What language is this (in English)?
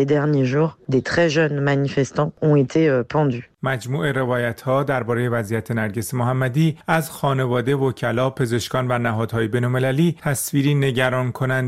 Persian